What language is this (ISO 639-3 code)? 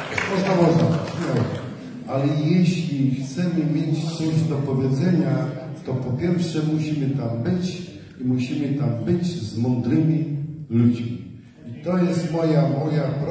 pol